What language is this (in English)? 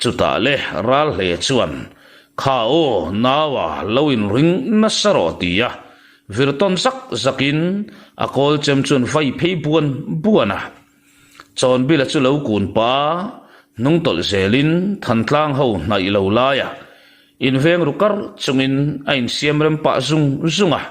Mizo